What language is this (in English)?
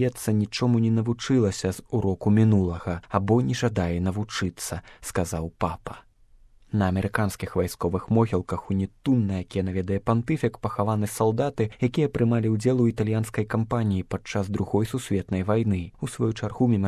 Belarusian